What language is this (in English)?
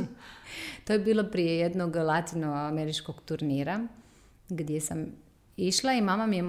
Serbian